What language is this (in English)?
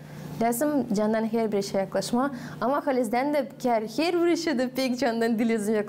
Gagauz